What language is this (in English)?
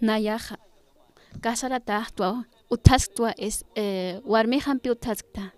Aymara